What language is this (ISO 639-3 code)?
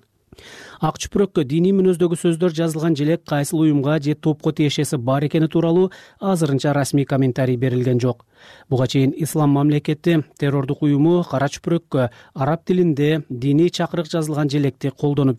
kir